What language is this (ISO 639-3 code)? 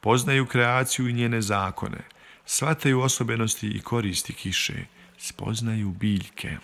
bos